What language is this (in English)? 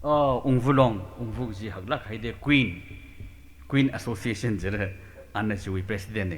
Tangkhul Naga (India)